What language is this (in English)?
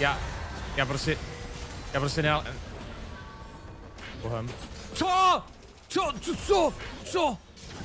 Czech